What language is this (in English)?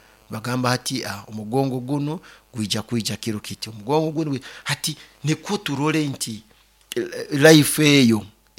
Nyoro